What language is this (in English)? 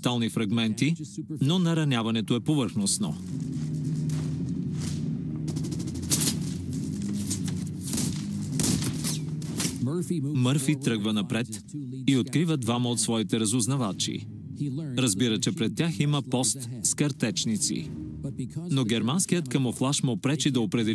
Bulgarian